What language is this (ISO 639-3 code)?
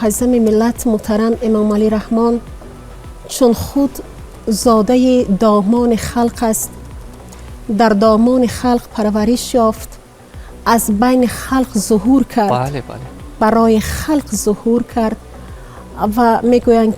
tgk